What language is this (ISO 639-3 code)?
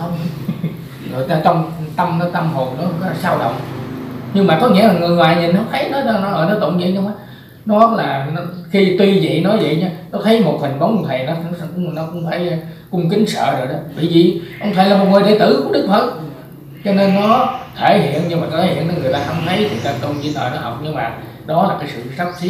vie